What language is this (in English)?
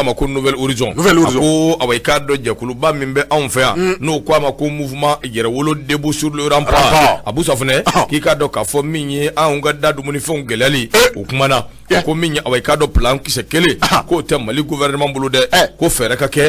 Bambara